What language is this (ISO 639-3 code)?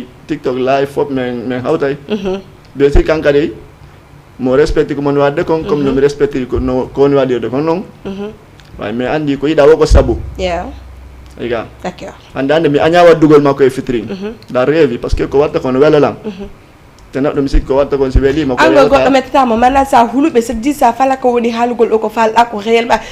ful